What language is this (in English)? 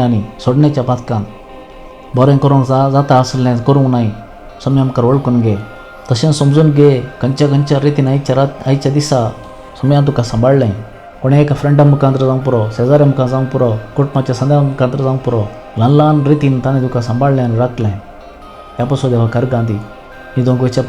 Konkani